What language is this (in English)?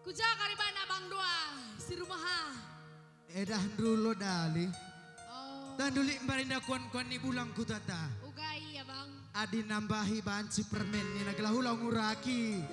Batak Karo